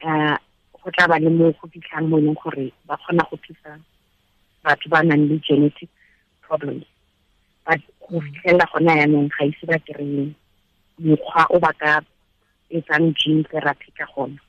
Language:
Tswana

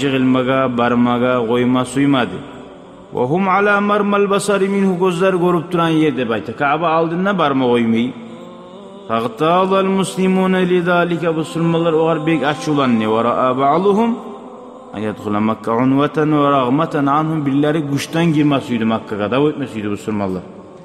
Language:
Kumyk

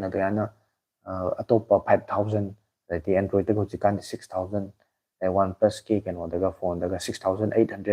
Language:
Manipuri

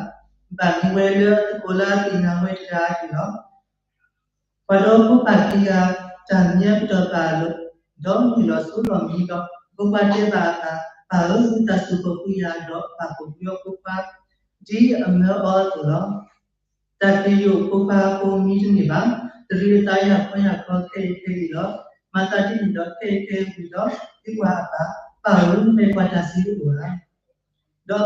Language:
S'gaw Karen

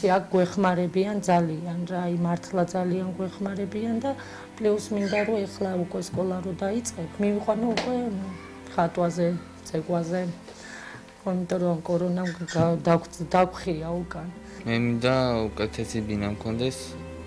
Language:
Georgian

